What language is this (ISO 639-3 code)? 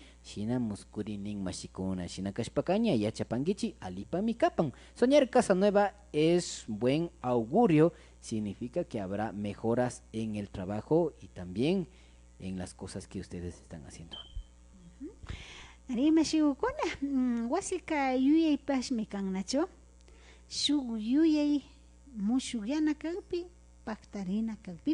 qvi